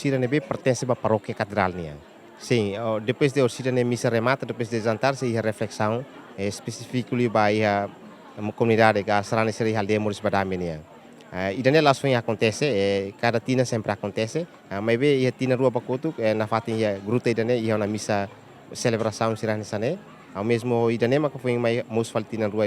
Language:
Tetum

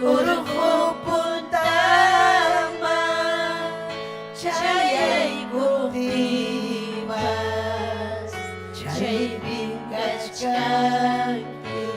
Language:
Ayacucho Quechua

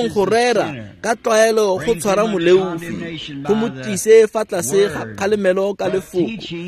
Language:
Tswana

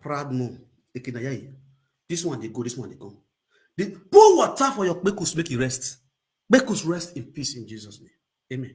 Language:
Nigerian Pidgin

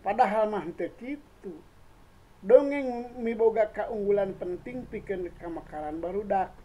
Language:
Sundanese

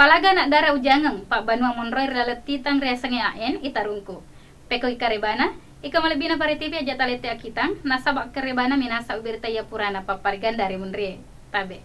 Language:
Buginese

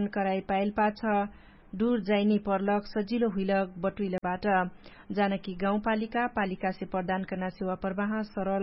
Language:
Dangaura Tharu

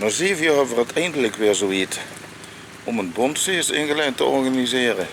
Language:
Limburgish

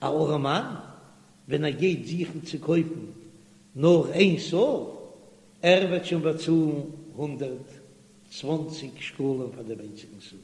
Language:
Yiddish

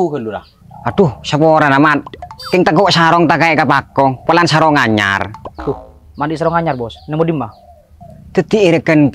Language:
Madurese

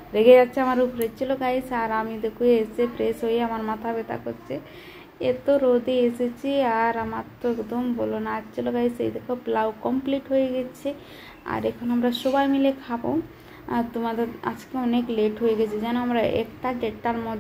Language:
Bangla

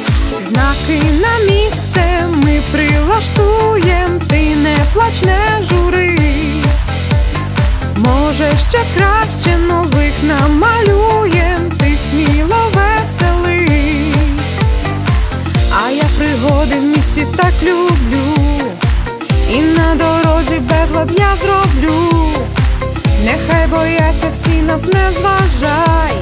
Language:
Ukrainian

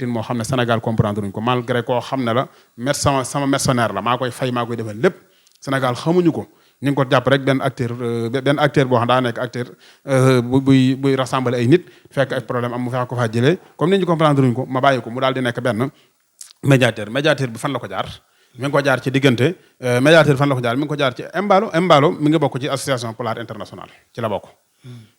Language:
Wolof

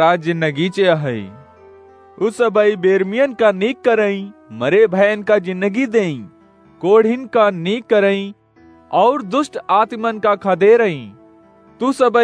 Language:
Awadhi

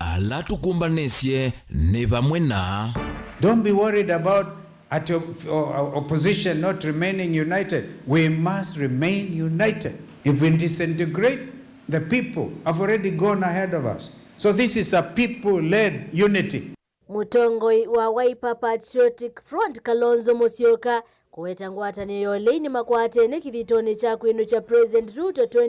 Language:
Kamba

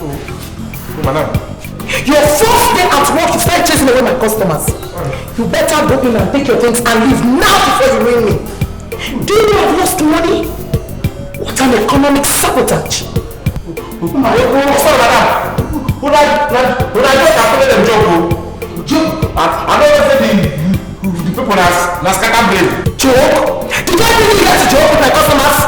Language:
Nigerian Pidgin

